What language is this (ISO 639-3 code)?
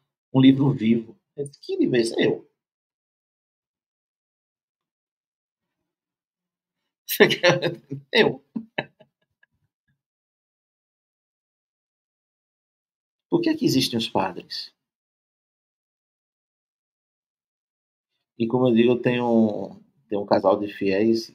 por